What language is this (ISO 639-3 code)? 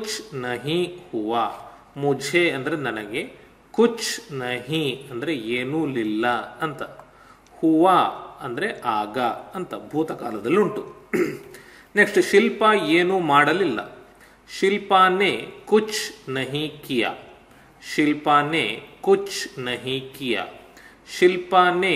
kan